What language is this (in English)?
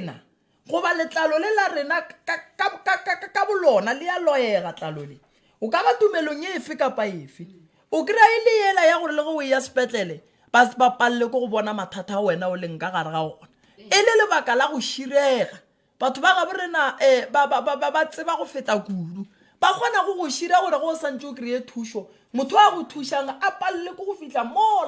Northern Sotho